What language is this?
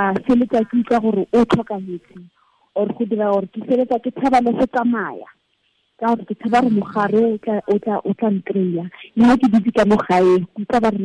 Tswana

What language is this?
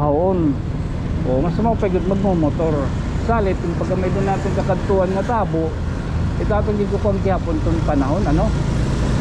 Waray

